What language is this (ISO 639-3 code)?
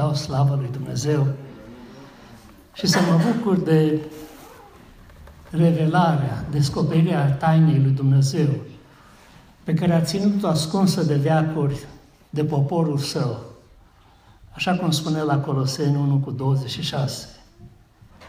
ron